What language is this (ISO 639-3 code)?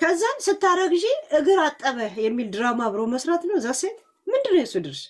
amh